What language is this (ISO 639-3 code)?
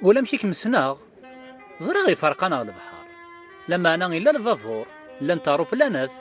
kab